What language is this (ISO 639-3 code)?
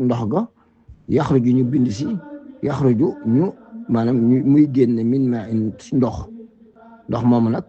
wol